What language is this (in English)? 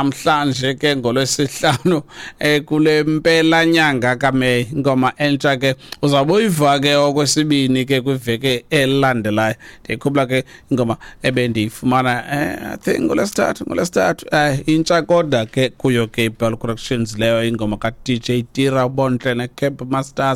Xhosa